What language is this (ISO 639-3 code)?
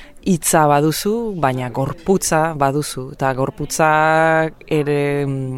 eus